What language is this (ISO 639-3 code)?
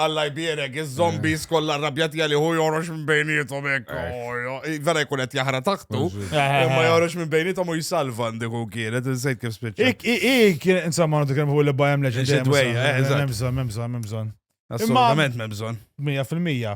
mlt